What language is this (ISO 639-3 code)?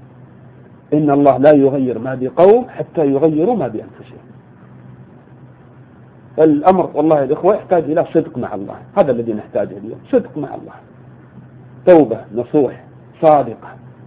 ara